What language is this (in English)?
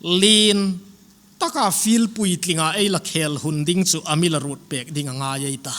Hmar